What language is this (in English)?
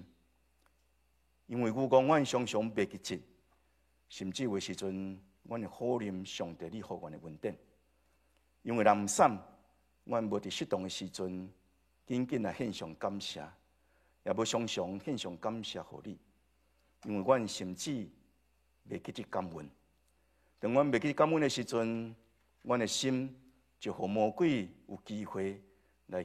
Min Nan Chinese